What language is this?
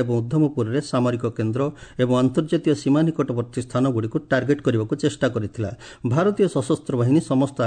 Odia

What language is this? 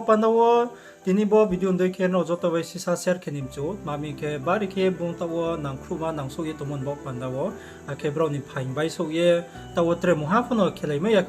Riang (India)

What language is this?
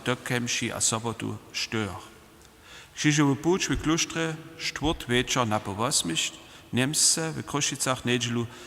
Upper Sorbian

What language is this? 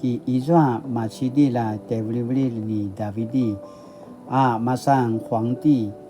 Paiwan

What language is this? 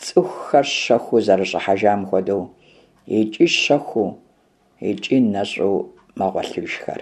Kabardian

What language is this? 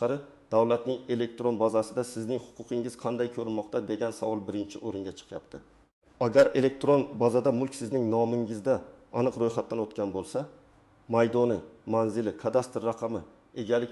Uzbek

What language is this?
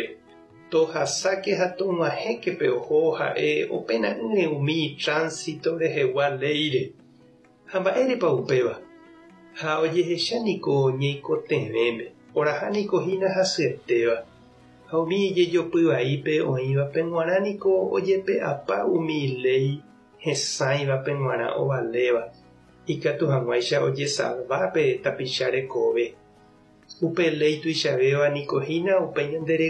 Guarani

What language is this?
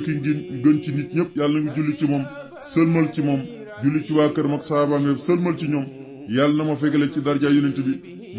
Wolof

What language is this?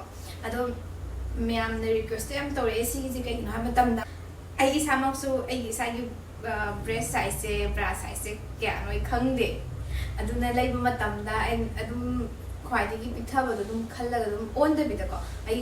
Manipuri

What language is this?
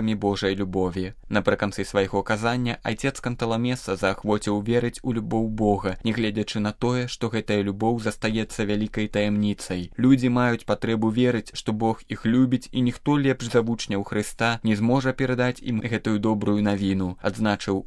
Belarusian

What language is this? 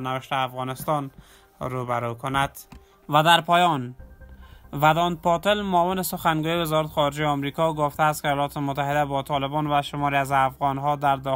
Persian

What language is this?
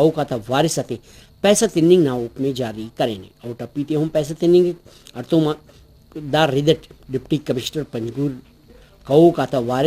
Brahui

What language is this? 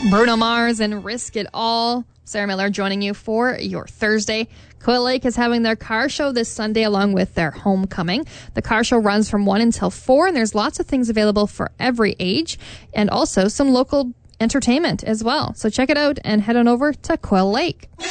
English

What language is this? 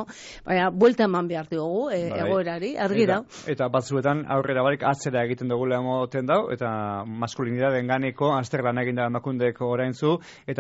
Basque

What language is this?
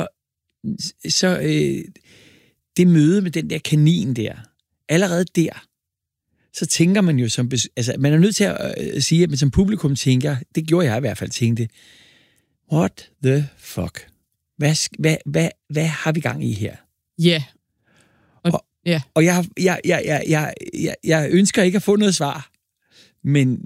Danish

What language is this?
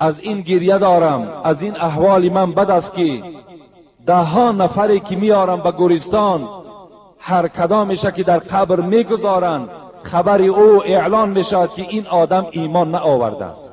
Tajik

